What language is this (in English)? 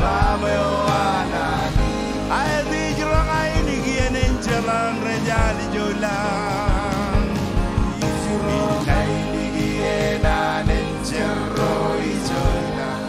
Marshallese